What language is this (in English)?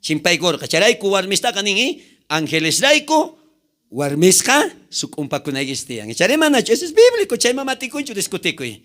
South Bolivian Quechua